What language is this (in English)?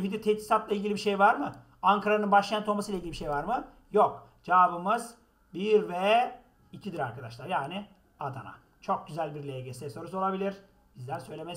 Turkish